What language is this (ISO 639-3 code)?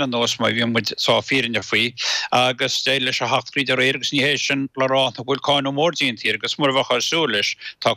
gle